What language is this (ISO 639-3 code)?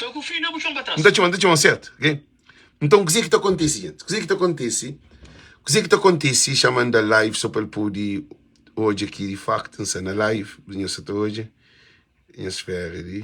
kea